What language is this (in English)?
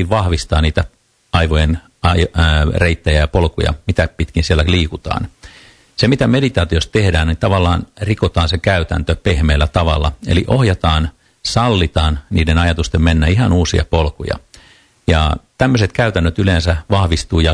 Finnish